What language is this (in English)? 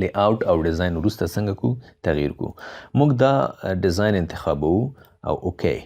Pashto